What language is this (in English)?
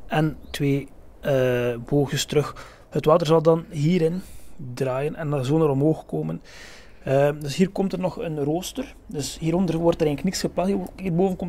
Dutch